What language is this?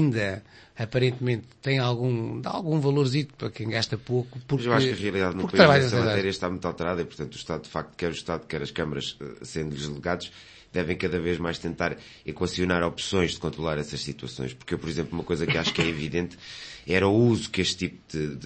Portuguese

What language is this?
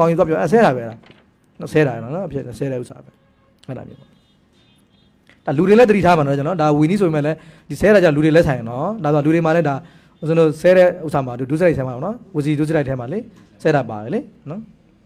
Burmese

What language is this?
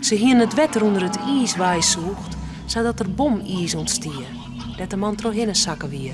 Western Frisian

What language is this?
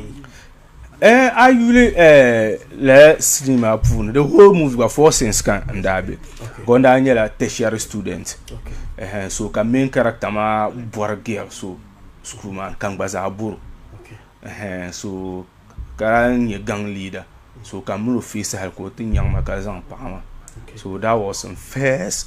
Dagbani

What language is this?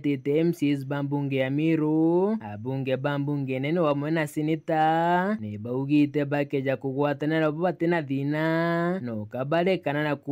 Meru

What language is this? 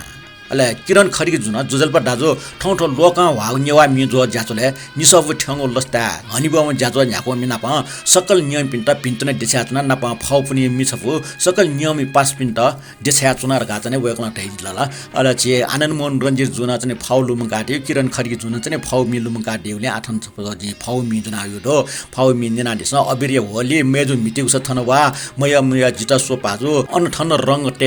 Newari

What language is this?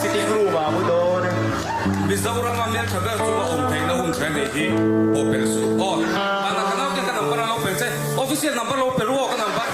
Mizo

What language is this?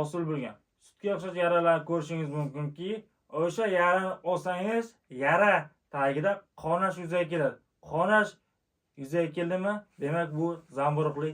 Uzbek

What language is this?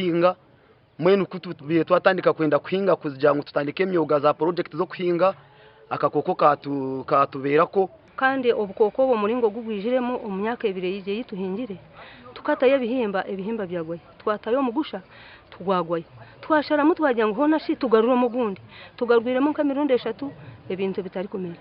Nyankole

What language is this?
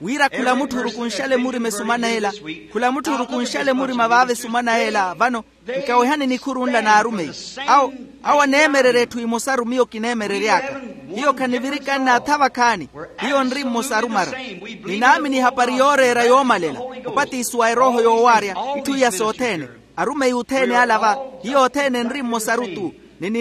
Makhuwa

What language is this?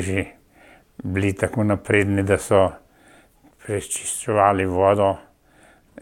Slovenian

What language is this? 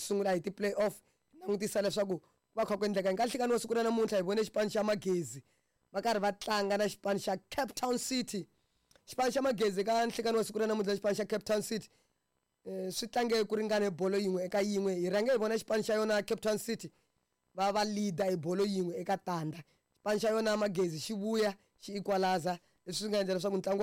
Tsonga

